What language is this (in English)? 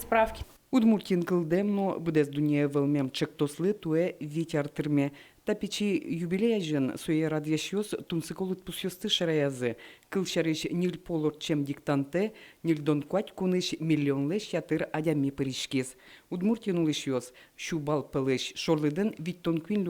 Udmurt